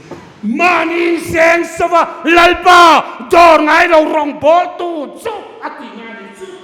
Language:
Hmar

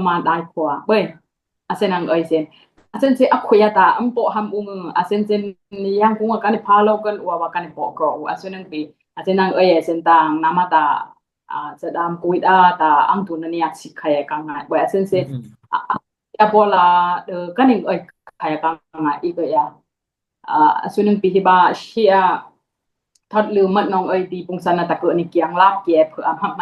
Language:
Dimasa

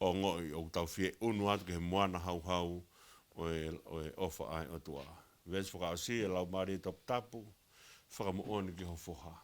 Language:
Tongan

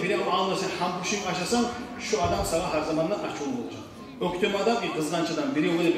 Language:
Kumyk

